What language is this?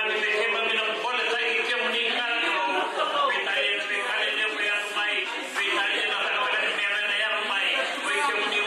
Fijian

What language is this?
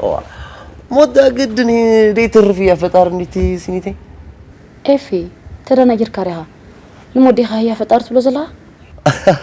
Tigrinya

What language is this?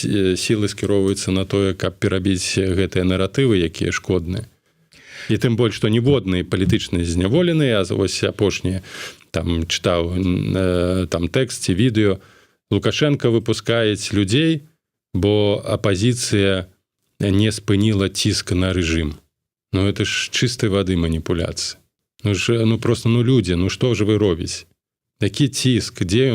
Belarusian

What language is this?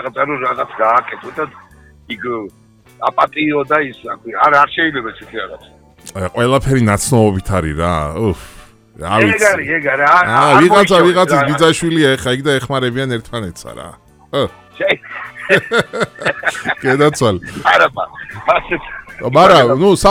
Georgian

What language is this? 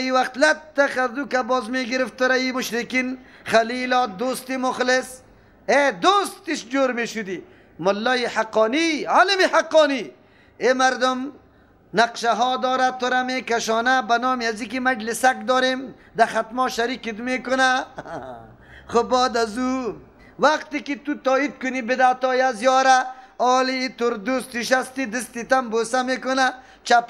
Persian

